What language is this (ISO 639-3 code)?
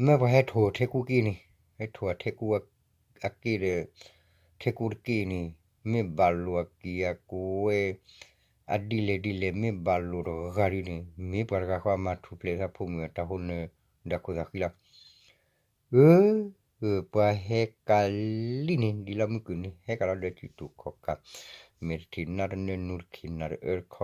ksw